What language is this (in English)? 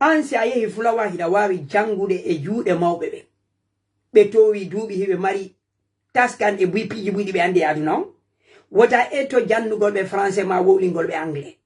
Fula